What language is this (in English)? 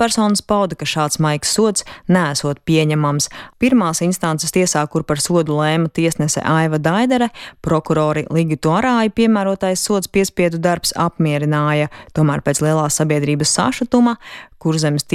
Latvian